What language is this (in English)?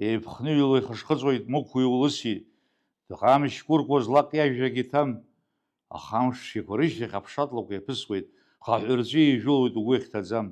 Abkhazian